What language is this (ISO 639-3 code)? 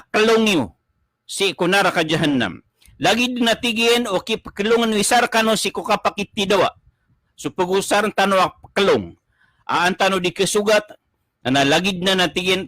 mrw